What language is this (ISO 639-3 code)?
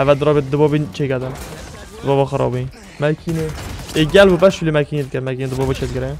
kur